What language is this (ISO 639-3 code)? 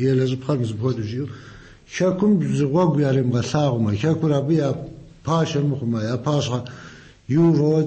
kbd